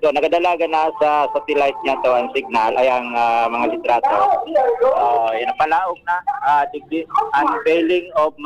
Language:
Bikol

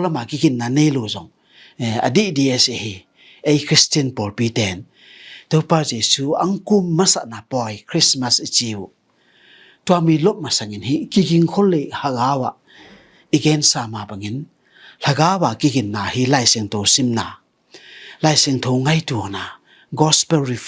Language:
Tedim Chin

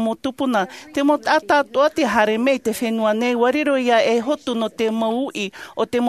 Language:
Tahitian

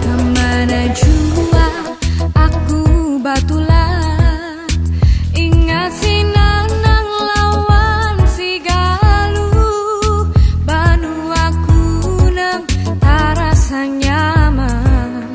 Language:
Banjar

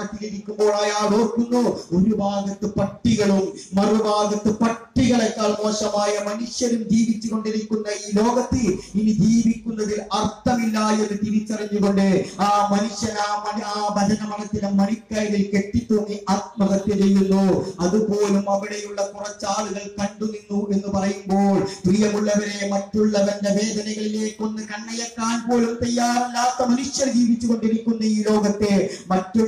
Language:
Malayalam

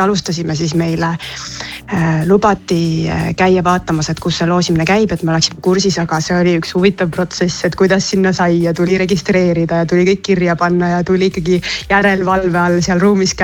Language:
Estonian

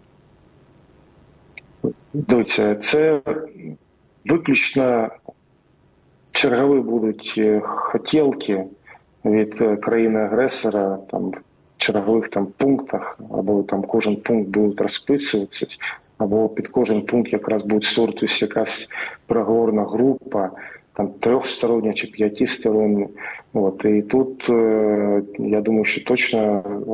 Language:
Ukrainian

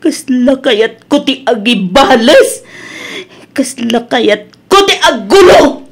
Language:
Iloko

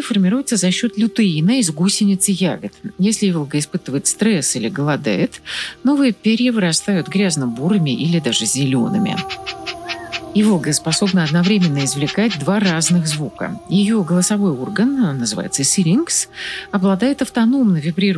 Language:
Russian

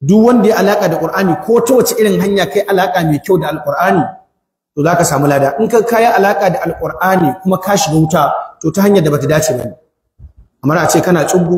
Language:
Hausa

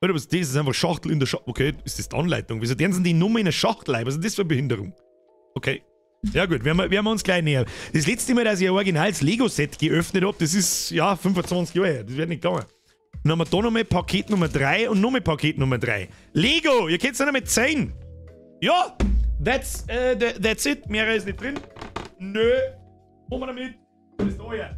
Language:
Bavarian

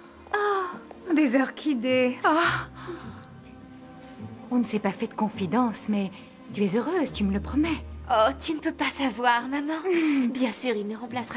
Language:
French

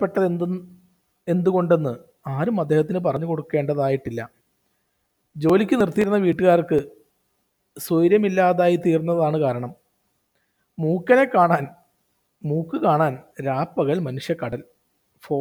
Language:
Malayalam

